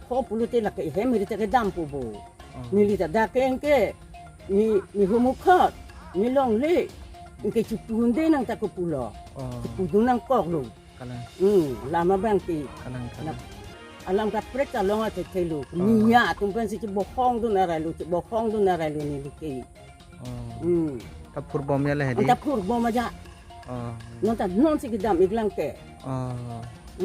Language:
Karbi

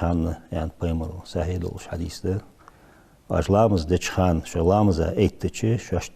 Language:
Ingush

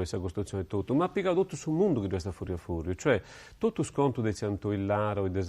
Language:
Sardinian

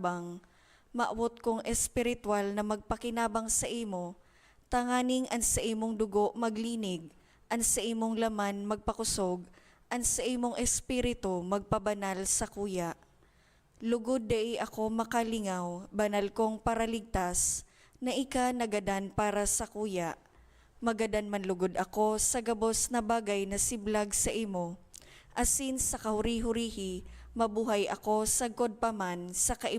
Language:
Bikol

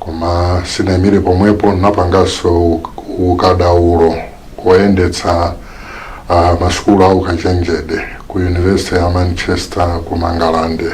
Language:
Nyanja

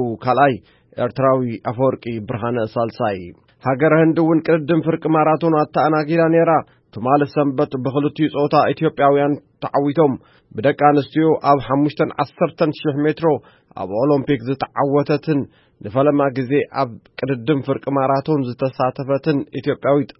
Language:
Tigrinya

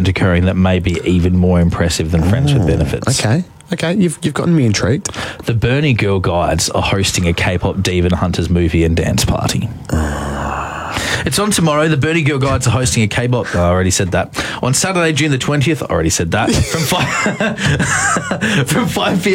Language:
English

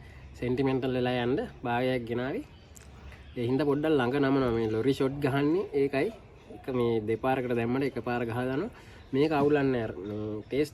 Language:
Sinhala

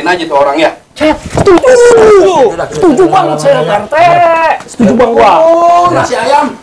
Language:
Betawi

